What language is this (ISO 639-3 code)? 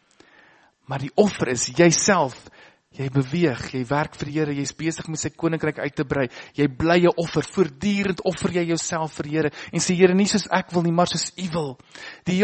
afr